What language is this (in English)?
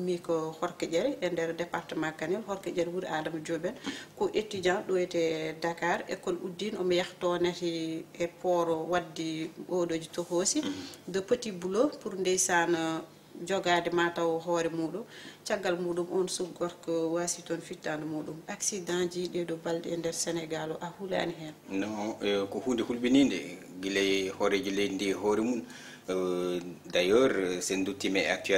Fula